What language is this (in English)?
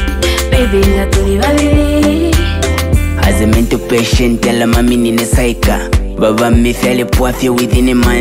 Swahili